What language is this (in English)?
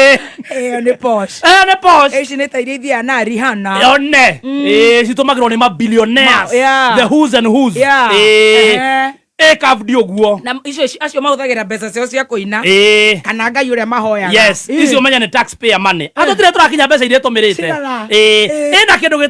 Kikuyu